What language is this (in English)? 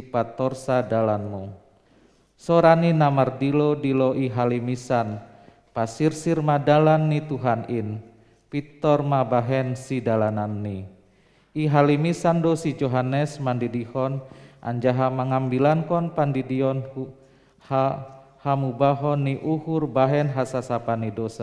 Batak Simalungun